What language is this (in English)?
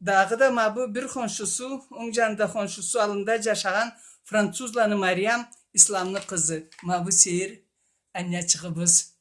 Karachay-Balkar